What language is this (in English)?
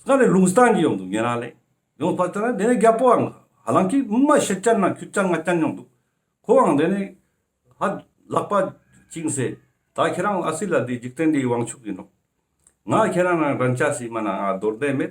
Ladakhi